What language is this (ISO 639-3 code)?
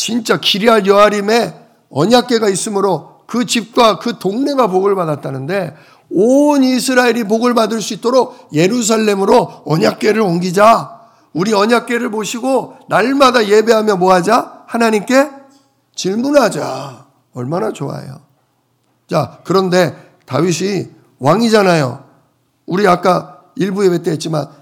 kor